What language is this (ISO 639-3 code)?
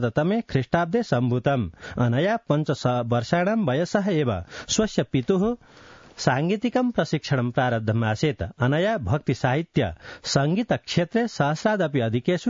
san